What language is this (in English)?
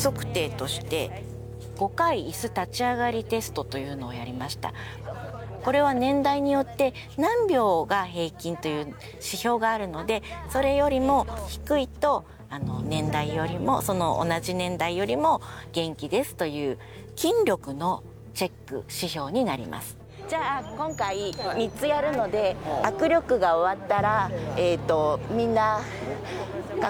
Japanese